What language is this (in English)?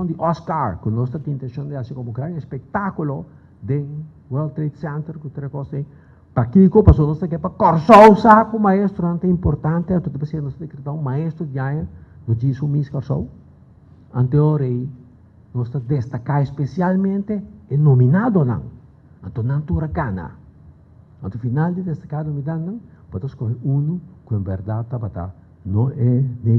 Papiamento